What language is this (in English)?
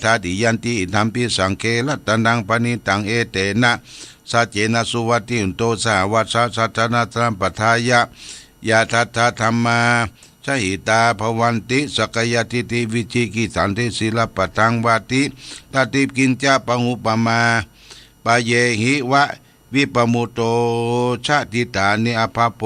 Pali